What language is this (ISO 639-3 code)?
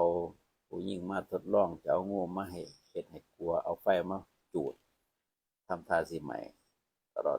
tts